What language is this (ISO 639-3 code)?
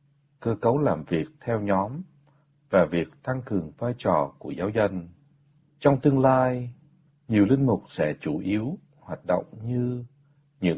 vie